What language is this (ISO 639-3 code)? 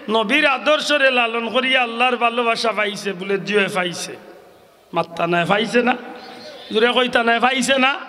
syl